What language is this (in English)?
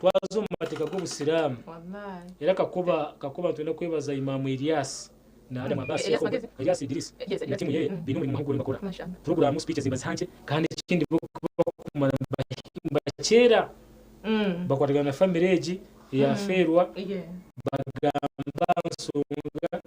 Nyankole